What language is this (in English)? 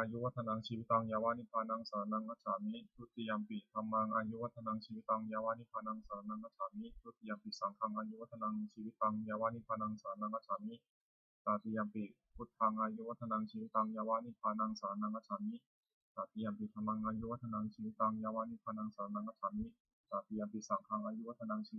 Pali